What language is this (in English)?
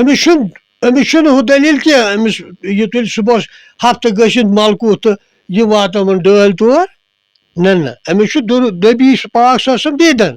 Kashmiri